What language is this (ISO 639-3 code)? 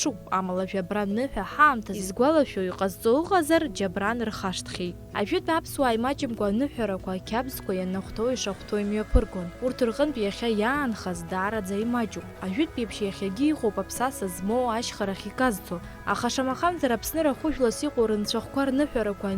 abk